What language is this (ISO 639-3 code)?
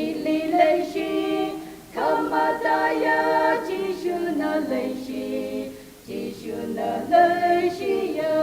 nmf